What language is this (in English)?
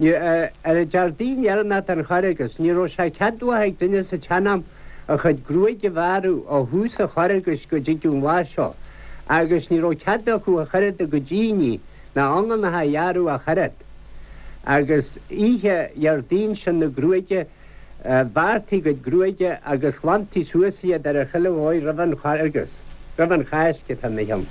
Irish